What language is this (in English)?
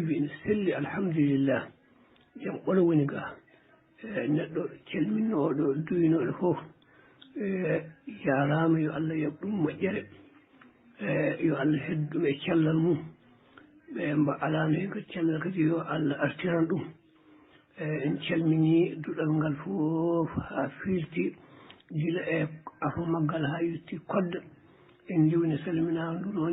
Fula